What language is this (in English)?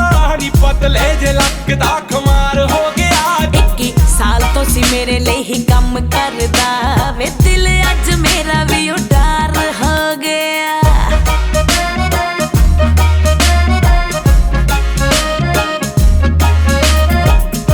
Punjabi